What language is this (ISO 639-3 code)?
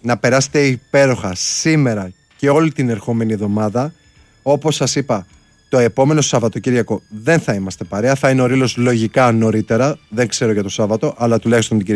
ell